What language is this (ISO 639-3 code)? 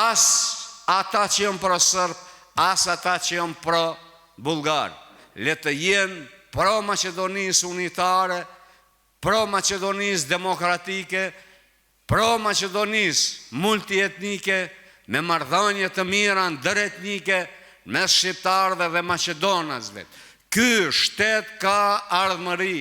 sqi